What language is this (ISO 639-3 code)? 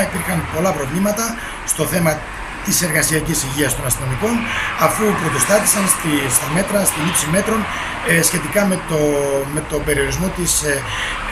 ell